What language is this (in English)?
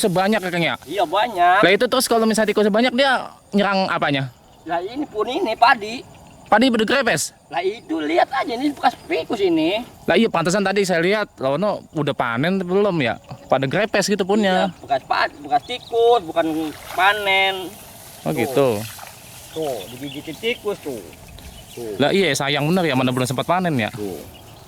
Betawi